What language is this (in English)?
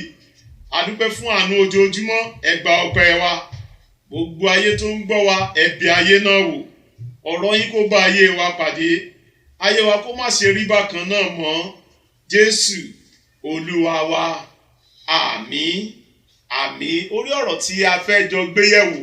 Yoruba